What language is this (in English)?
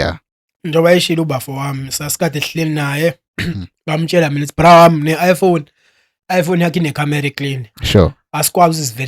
Zulu